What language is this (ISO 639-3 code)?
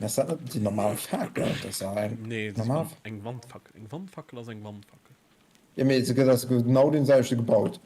ltz